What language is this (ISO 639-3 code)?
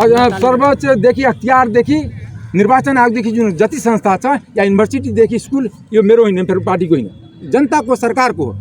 nep